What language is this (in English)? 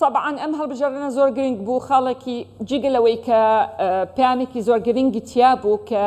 Central Kurdish